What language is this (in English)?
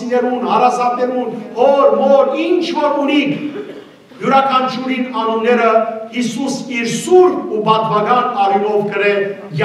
Western Armenian